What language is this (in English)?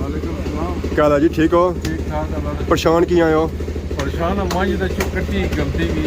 Pahari-Potwari